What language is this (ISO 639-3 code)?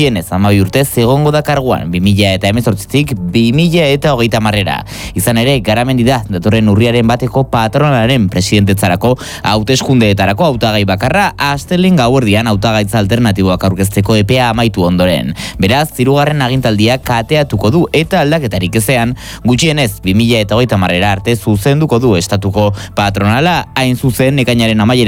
eus